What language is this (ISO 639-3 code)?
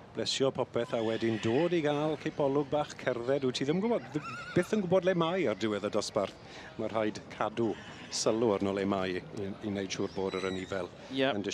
cym